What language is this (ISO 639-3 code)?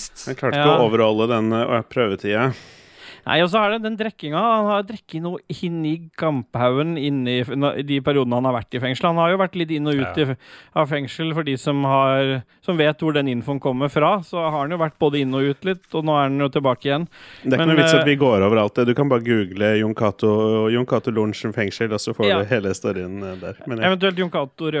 nor